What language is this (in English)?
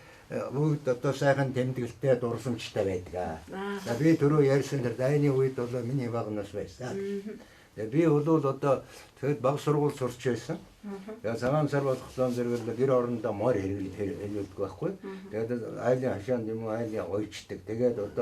Mongolian